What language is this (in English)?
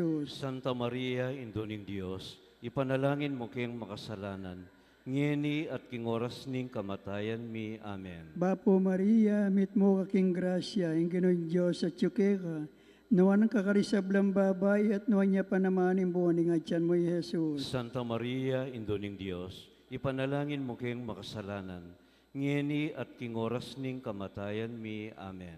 Pampanga